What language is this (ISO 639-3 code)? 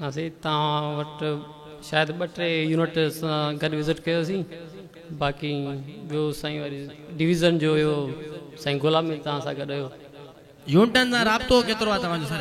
snd